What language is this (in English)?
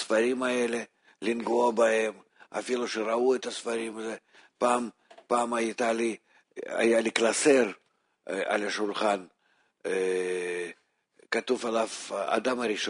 Hebrew